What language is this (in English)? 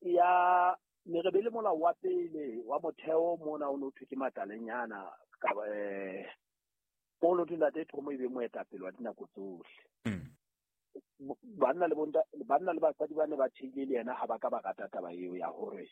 Southern Sotho